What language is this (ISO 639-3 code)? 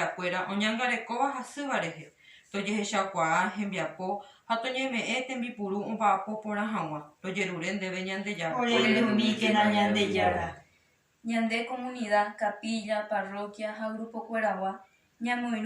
grn